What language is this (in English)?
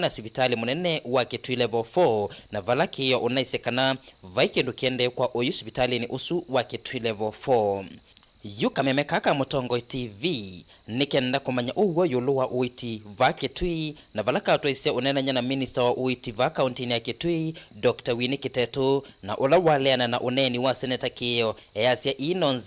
Kamba